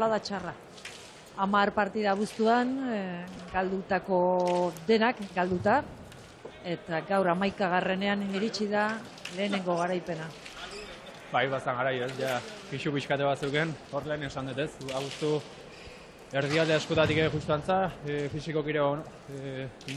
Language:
Basque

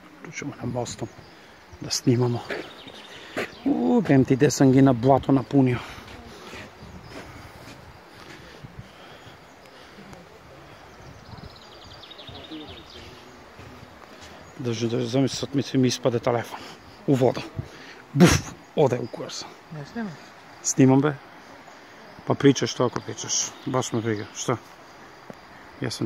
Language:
Serbian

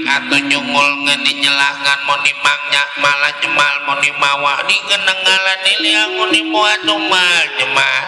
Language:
Betawi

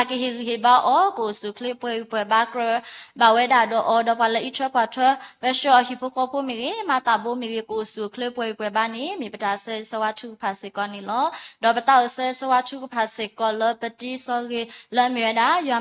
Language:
S'gaw Karen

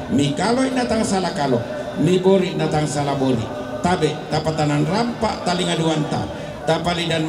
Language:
Toraja-Sa'dan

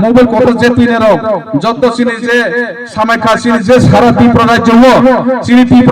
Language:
Kok Borok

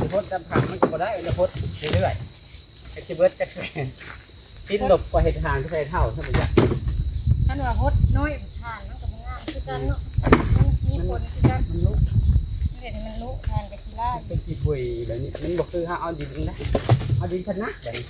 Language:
Lao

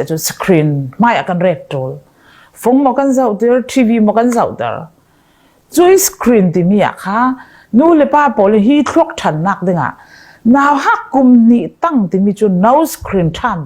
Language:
Falam Chin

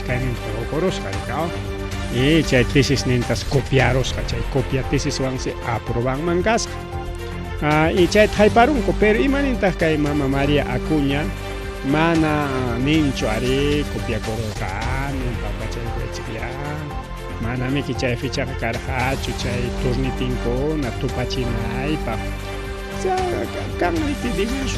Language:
Ayacucho Quechua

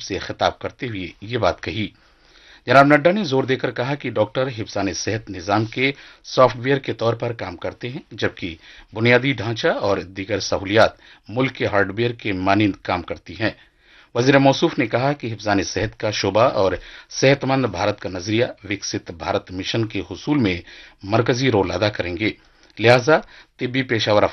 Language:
Urdu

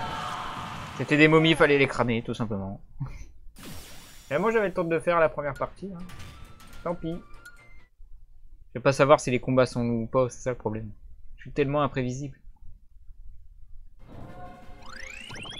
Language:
French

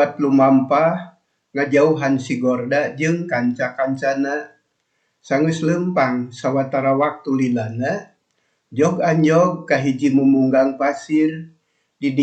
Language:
Sundanese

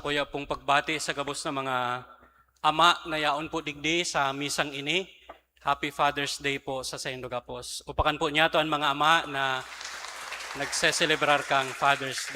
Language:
Bikol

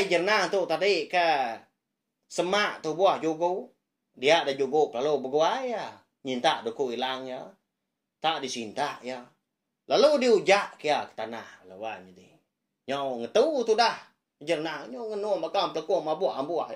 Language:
Iban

